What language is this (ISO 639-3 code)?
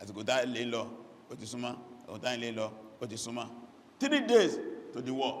yor